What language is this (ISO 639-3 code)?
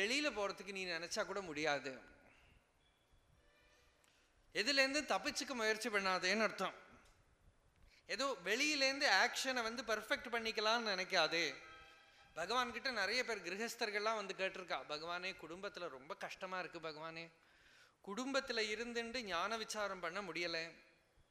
tam